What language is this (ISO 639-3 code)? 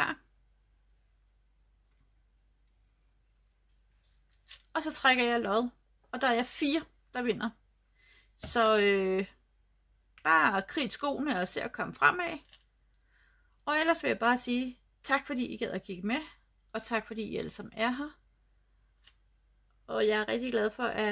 dan